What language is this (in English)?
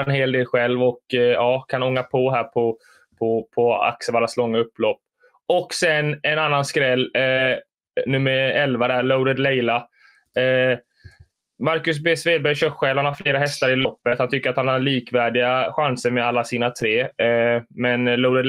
Swedish